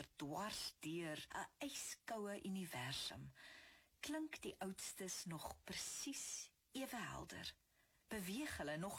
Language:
Afrikaans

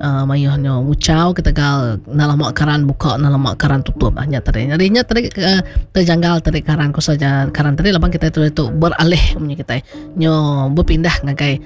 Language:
Iban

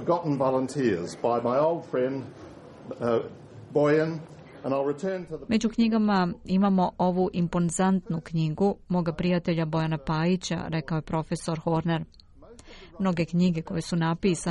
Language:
Serbian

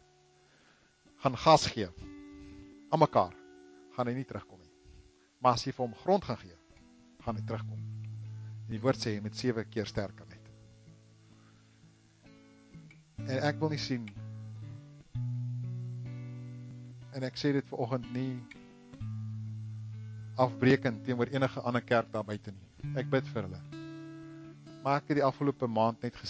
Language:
Afrikaans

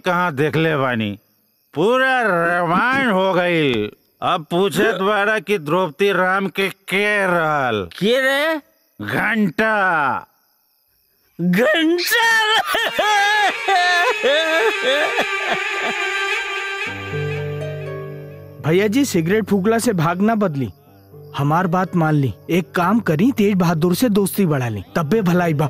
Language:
Bhojpuri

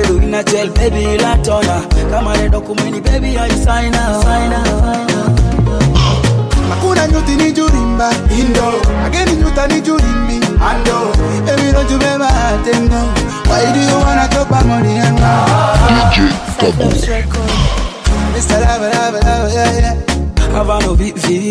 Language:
Swahili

